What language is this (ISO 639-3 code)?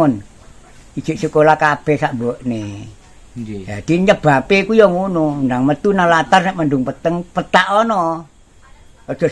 jav